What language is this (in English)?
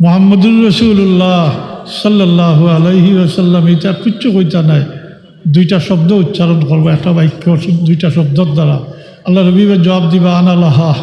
Sylheti